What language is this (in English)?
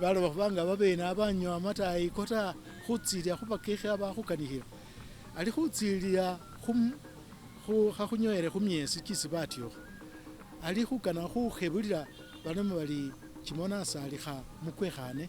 Masaaba